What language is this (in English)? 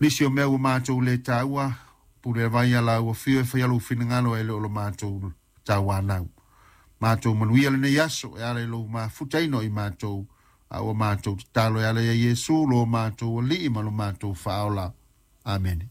Samoan